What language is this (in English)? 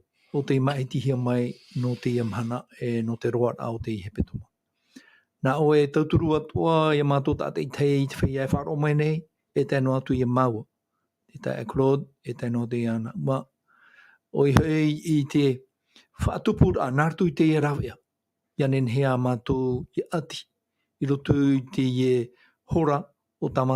Tahitian